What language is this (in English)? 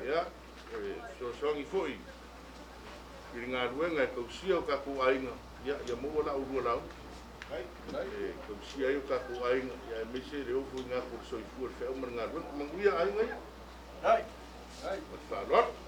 Samoan